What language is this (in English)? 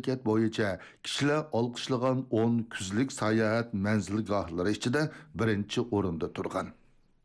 Uyghur